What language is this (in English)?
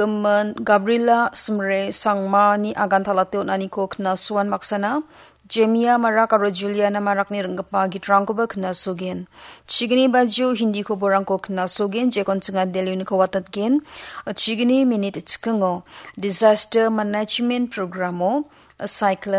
Garo